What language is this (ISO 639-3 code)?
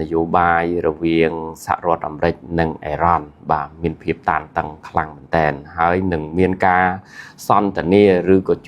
khm